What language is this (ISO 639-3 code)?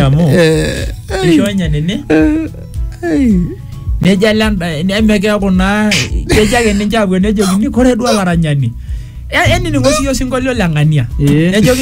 mas